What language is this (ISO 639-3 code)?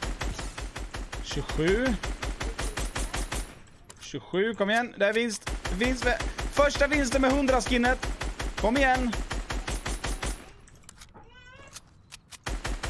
swe